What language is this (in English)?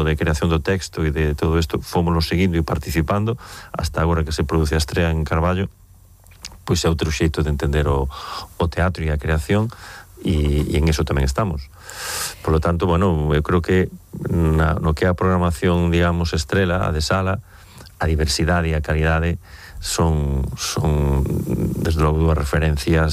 Galician